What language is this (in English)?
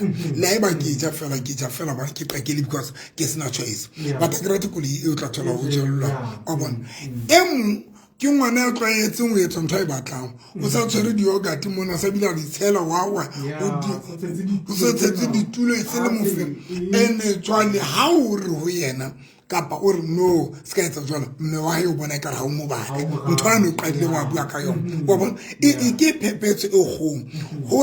Southern Sotho